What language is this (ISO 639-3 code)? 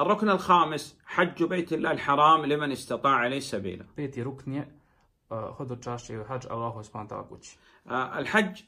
srp